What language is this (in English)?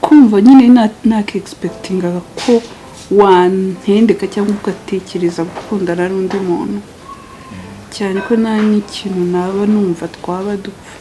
Kinyarwanda